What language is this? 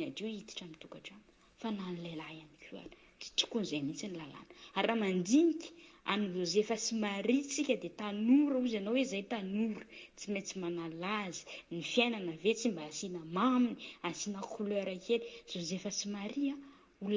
Malagasy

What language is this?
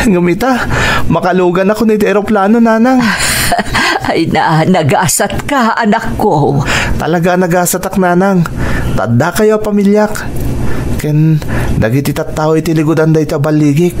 Iloko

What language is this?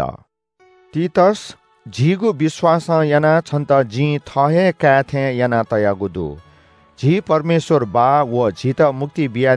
Newari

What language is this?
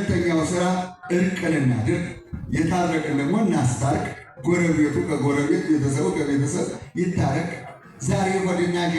Amharic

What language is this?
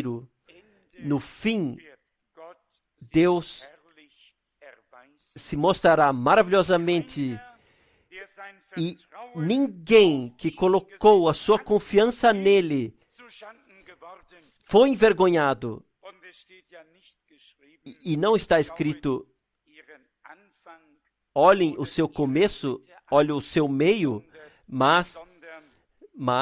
Portuguese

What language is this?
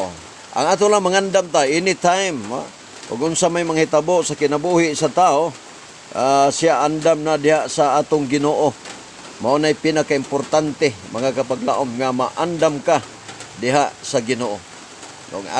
Cebuano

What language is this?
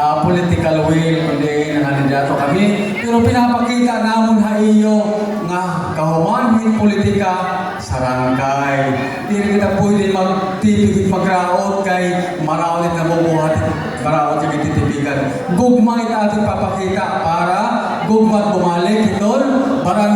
Waray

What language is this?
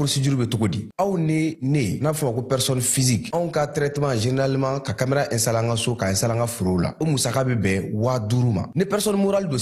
Bambara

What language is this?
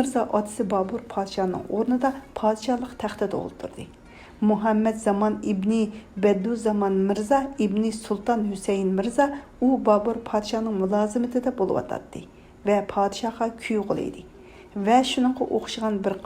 Uyghur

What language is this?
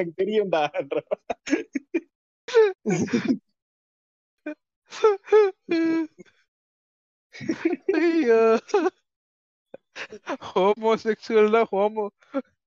Tamil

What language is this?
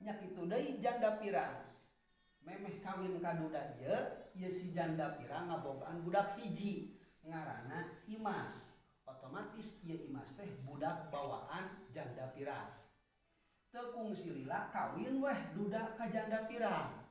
Sundanese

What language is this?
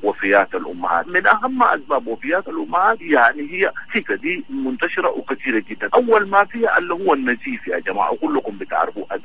Sudanese Arabic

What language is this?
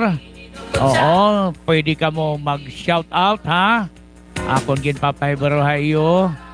Waray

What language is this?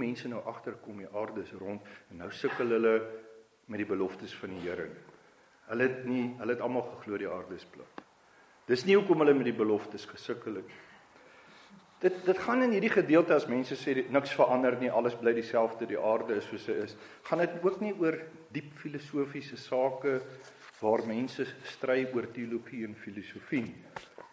Afrikaans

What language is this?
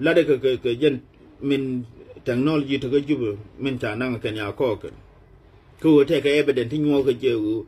Nuer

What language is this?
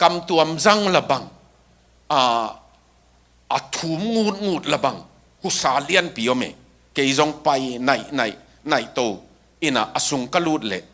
Tedim Chin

